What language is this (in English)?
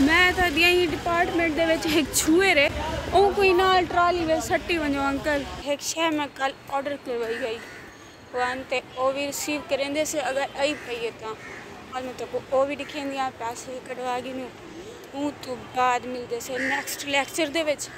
Saraiki